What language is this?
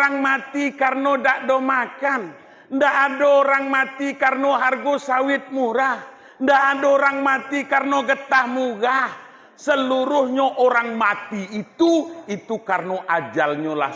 Minangkabau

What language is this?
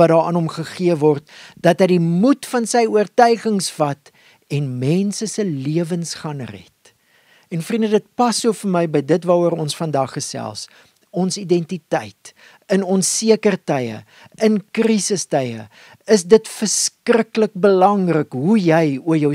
Afrikaans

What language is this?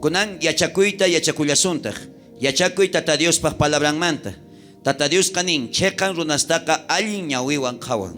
South Bolivian Quechua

